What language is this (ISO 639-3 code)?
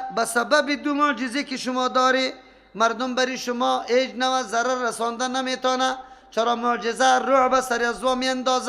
fas